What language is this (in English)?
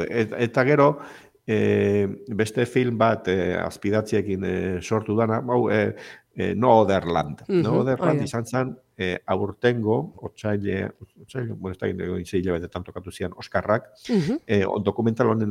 Basque